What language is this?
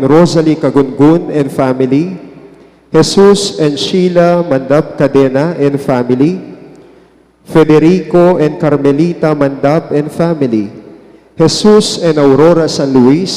Pampanga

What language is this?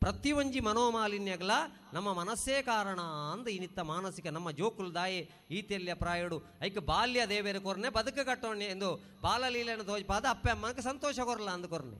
Tulu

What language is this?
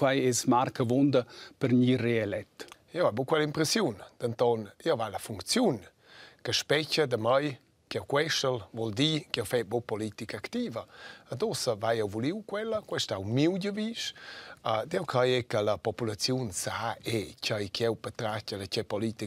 Romansh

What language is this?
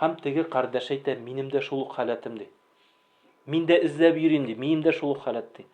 Tatar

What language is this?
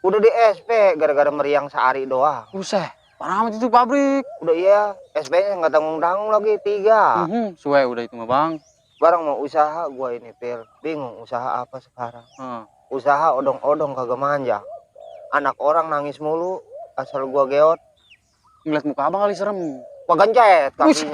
Betawi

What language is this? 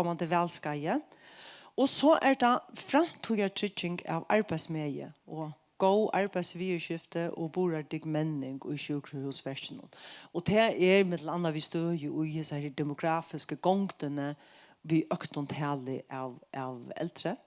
Faroese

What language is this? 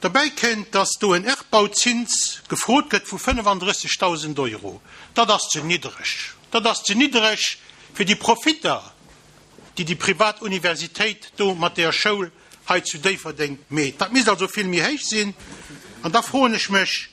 Luxembourgish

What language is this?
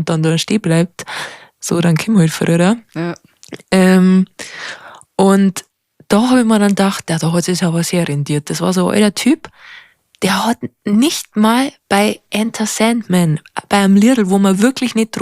Bavarian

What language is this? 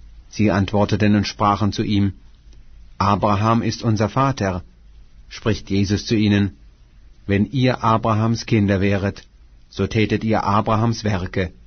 German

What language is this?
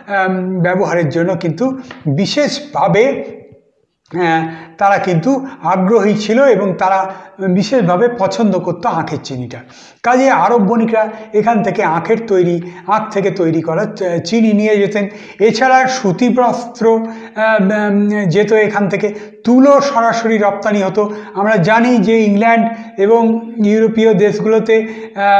Bangla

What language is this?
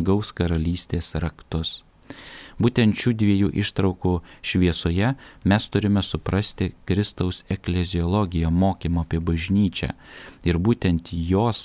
Lithuanian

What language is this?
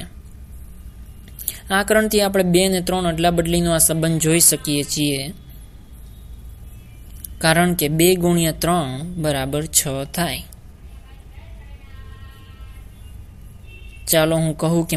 Gujarati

